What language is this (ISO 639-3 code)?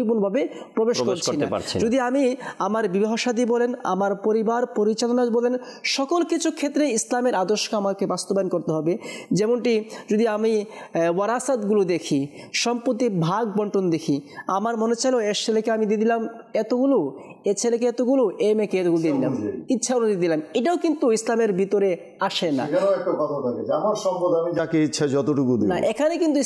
ben